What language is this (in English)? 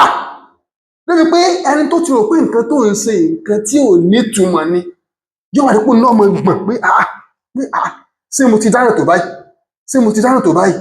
Yoruba